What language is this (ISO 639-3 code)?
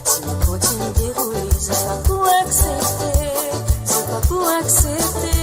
mfe